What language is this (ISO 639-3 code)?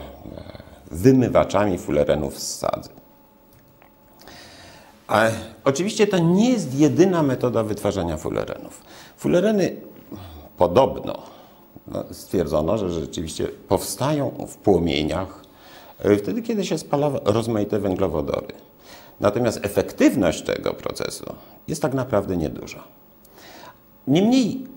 pol